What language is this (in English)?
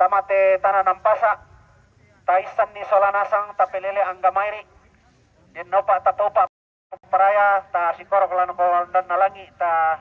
Toraja-Sa'dan